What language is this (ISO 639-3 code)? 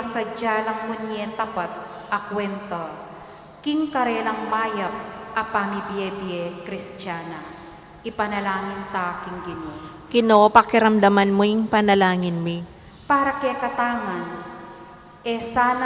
pam